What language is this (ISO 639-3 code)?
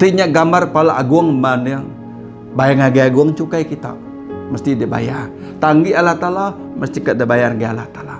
iba